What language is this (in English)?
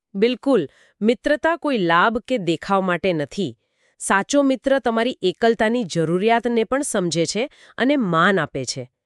Gujarati